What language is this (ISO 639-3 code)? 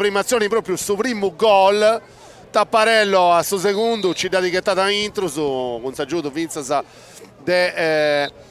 srd